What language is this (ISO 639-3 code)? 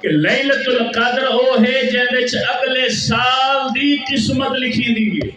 skr